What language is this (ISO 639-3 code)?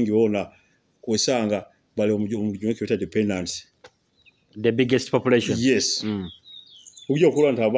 nyo